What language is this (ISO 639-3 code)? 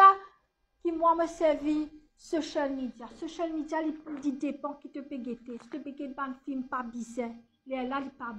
mfe